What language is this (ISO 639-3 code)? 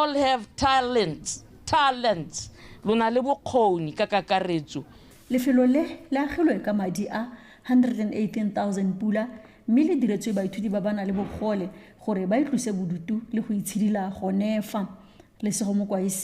tsn